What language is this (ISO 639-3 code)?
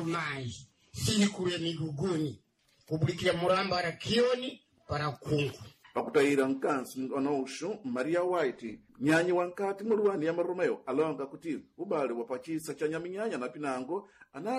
seh